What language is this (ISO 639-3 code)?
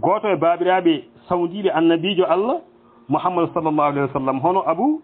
ful